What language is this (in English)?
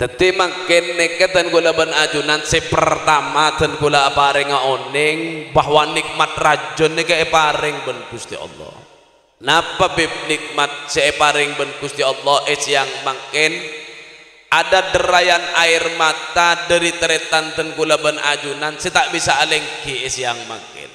Madurese